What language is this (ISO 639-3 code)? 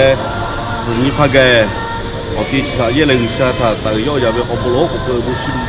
lhu